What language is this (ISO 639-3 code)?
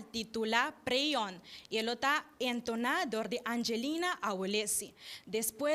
pap